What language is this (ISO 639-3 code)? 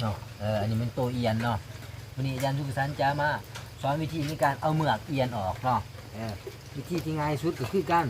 lao